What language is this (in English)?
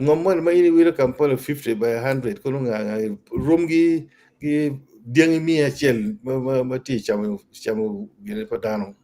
Acoli